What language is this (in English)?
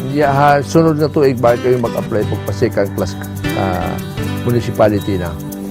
Waray